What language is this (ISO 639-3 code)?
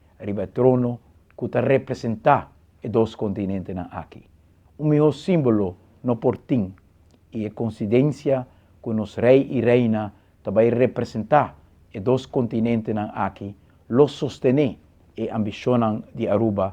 pap